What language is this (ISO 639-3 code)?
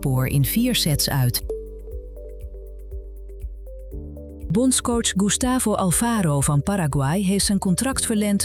nld